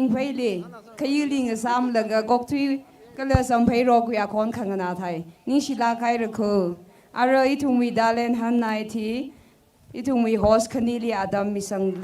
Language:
Tangkhul Naga (India)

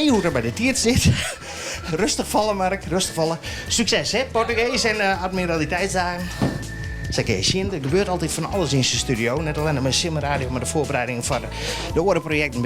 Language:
Western Frisian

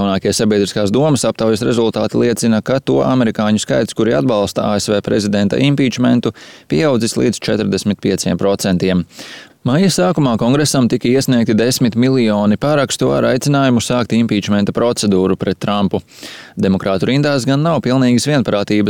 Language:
Latvian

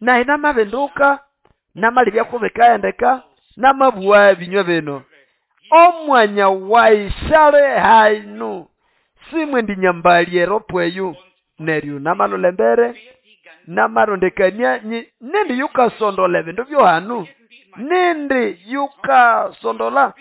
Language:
Nande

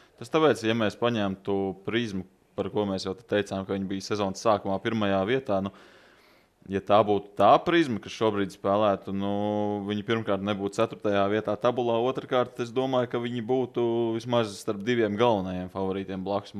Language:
Latvian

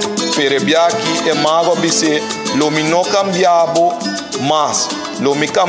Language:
Papiamento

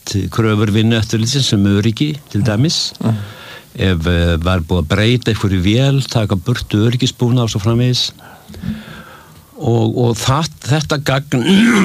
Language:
Icelandic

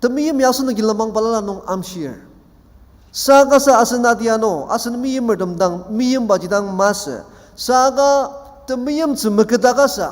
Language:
Ao Naga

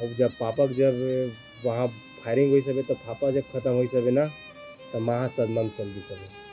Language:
Chhattisgarhi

